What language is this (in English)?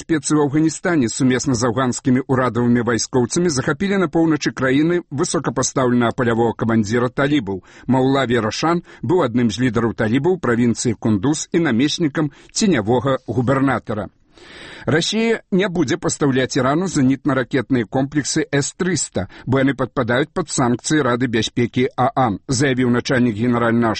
Belarusian